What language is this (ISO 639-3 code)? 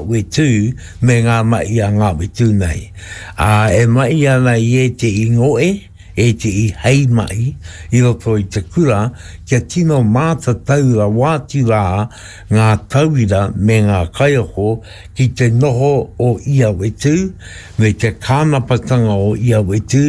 mri